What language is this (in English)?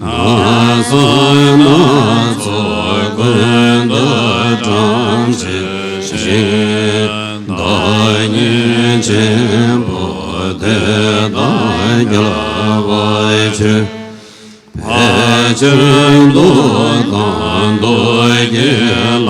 Tibetan